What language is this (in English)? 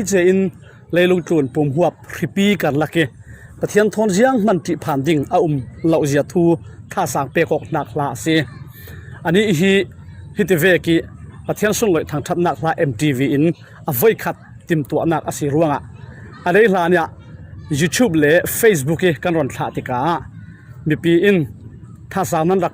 Falam Chin